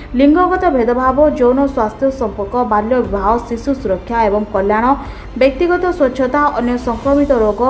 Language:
Odia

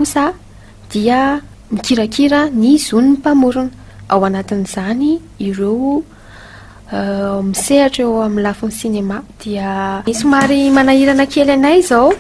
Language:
Malagasy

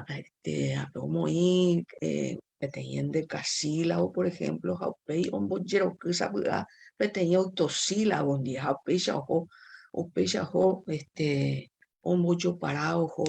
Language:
Guarani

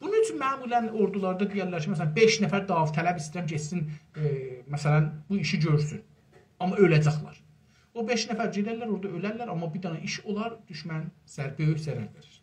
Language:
South Azerbaijani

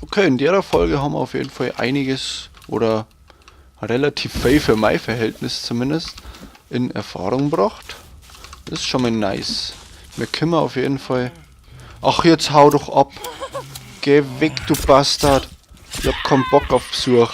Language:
Bavarian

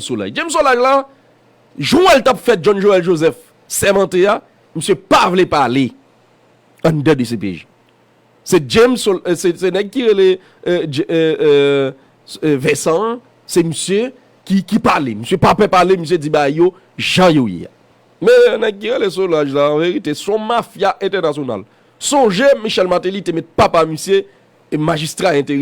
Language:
Haitian Creole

